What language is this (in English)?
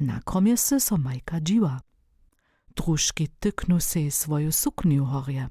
Upper Sorbian